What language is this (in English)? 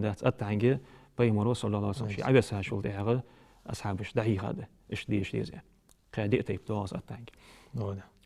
Ingush